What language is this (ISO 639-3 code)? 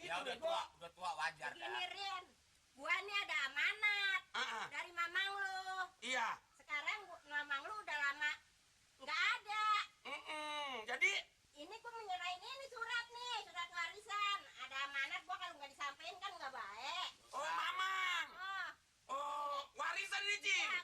bew